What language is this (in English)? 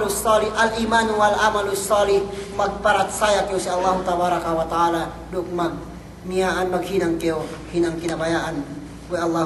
Yakan